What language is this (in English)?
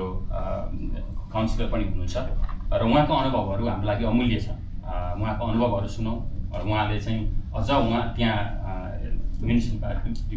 Nepali